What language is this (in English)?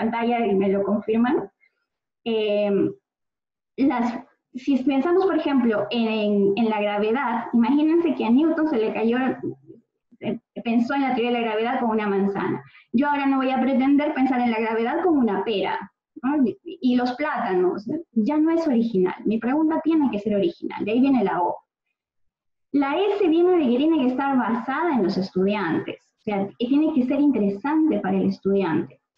Spanish